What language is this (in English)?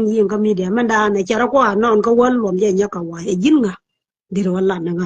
Nuer